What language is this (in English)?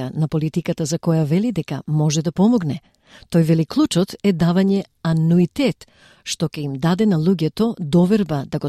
Macedonian